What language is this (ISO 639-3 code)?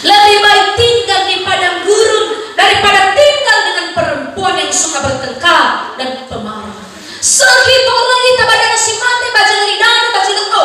nia